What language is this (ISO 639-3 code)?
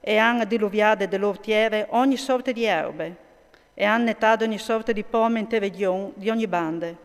fur